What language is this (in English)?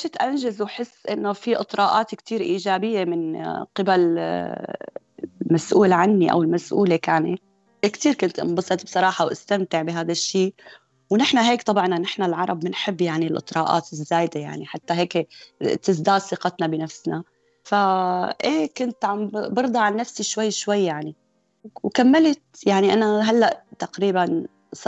North Levantine Arabic